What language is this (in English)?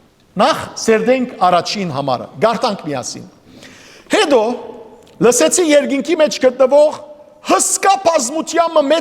Western Armenian